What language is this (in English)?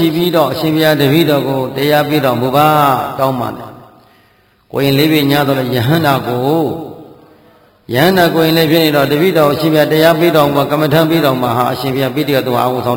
Burmese